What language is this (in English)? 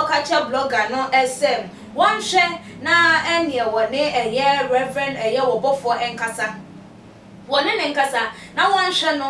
Akan